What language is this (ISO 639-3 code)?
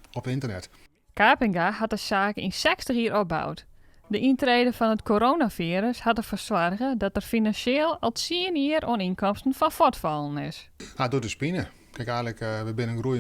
fry